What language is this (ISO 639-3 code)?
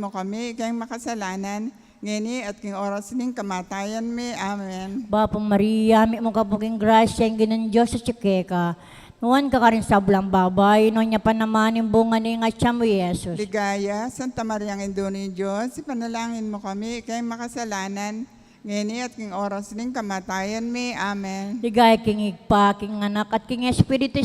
pam